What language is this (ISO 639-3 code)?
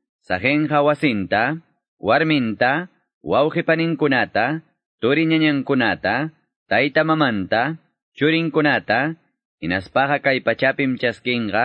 que